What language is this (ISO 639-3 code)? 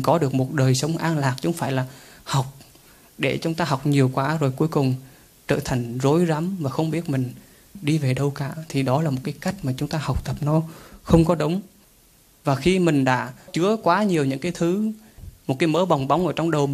vie